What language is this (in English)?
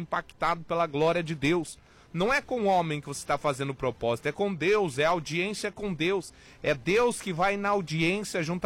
Portuguese